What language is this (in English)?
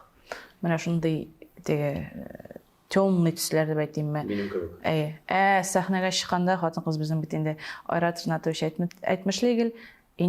Tatar